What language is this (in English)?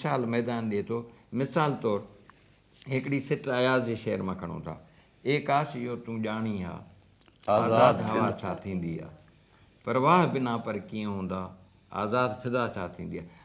Sindhi